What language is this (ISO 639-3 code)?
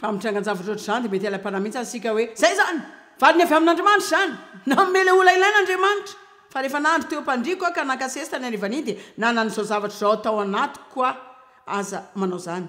mlg